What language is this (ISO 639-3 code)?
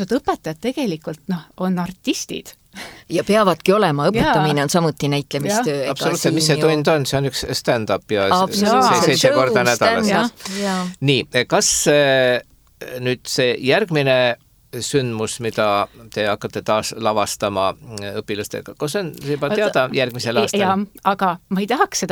est